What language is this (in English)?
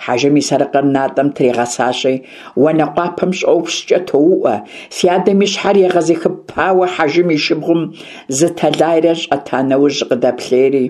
Kabardian